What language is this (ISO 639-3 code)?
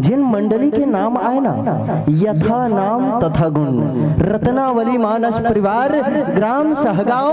hne